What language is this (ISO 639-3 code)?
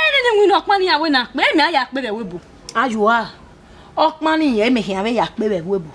bin